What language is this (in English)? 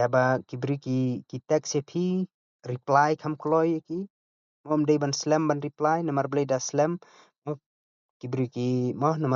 Khasi